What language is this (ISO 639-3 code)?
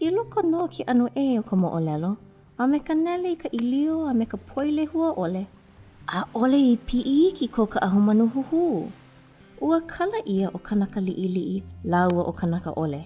haw